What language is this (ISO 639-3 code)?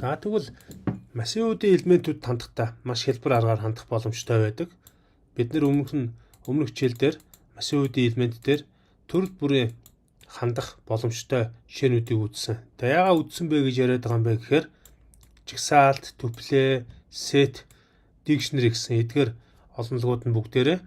mon